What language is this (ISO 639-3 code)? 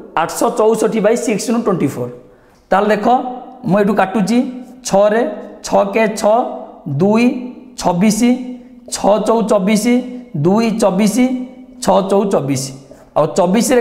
ori